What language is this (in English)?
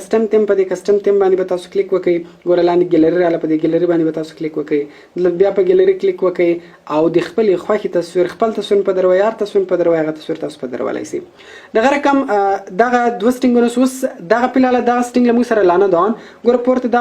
Pashto